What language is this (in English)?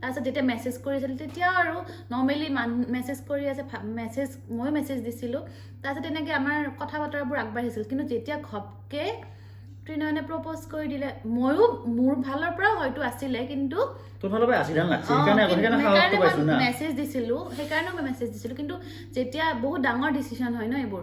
Assamese